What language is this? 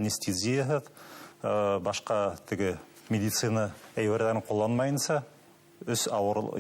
Bashkir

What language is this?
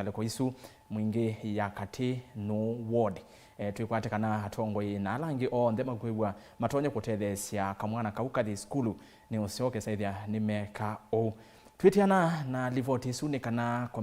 Kamba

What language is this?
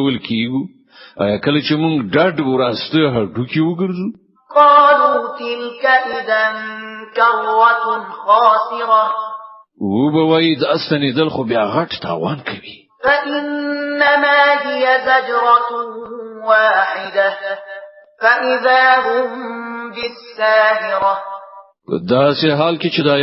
Pashto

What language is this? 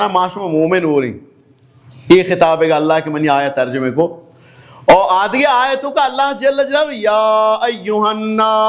Baluchi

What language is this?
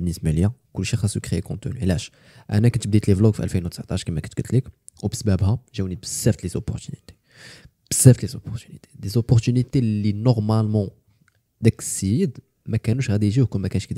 Moroccan Arabic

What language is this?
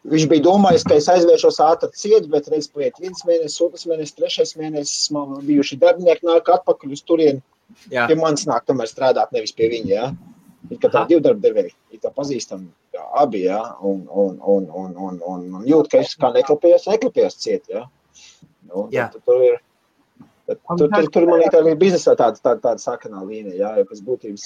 Latvian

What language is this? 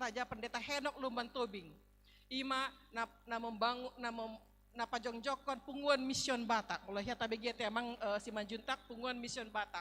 Batak Toba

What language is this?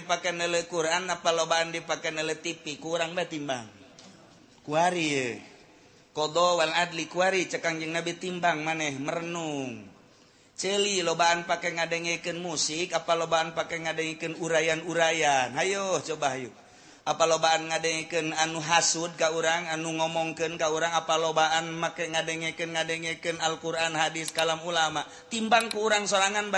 Sundanese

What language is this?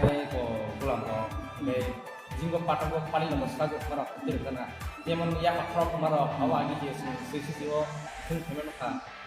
Kok Borok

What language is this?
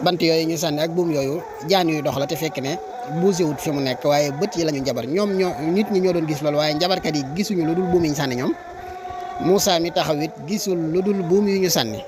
Wolof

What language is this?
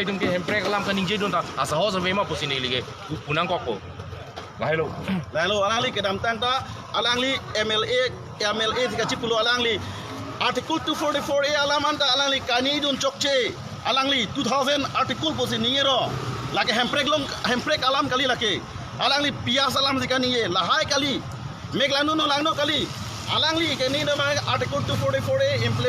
Karbi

